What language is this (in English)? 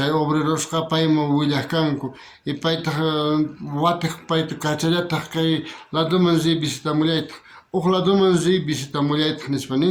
South Bolivian Quechua